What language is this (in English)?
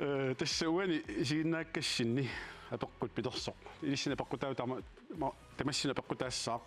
Kalaallisut